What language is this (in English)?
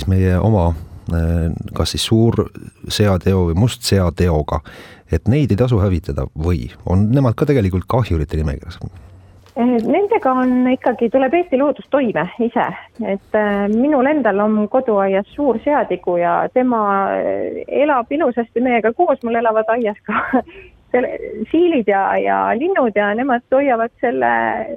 Estonian